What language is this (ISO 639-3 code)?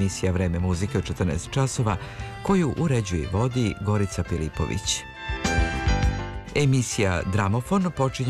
srp